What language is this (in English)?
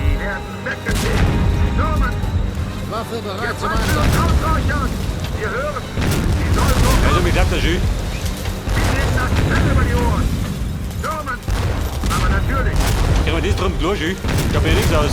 Bavarian